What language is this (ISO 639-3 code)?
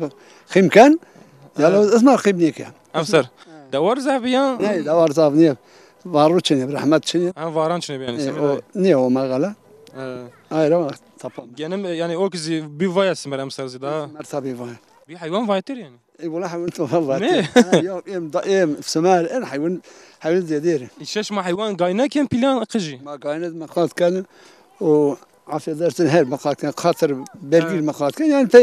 zza